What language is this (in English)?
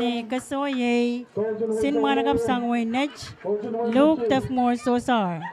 Pohnpeian